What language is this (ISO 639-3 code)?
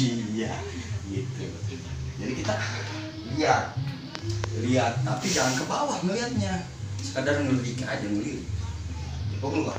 bew